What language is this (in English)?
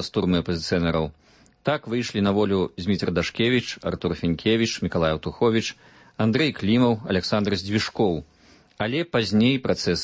Belarusian